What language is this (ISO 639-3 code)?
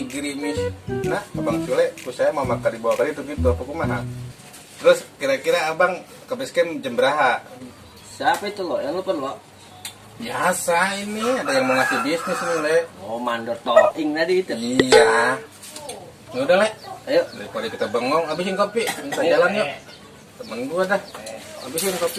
bew